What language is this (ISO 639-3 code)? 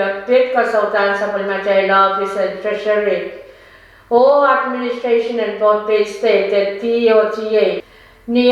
pon